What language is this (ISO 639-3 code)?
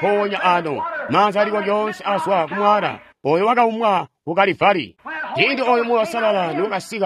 toi